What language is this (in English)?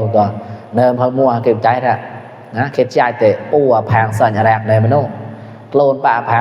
Mon